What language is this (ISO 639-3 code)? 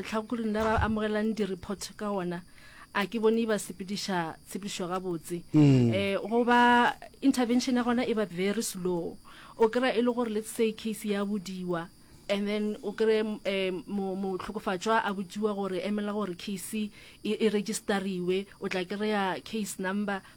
nso